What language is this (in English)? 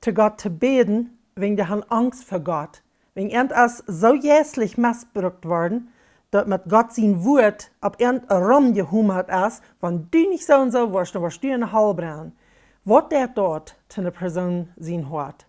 Plautdietsch